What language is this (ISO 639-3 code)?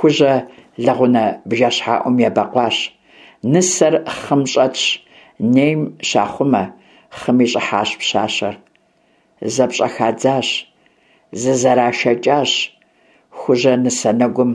kbd